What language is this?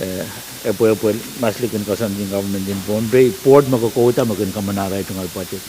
Pohnpeian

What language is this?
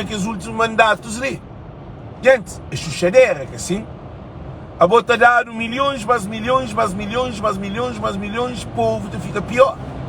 Kabuverdianu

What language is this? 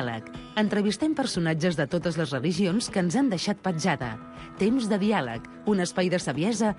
Catalan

